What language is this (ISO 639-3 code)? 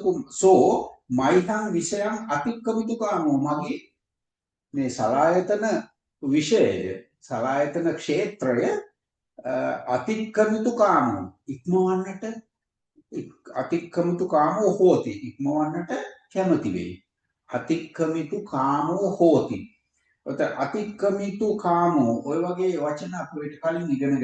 sin